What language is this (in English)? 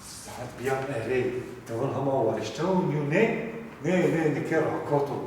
Zaza